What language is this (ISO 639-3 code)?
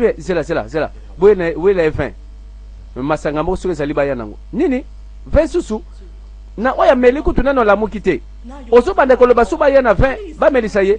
lin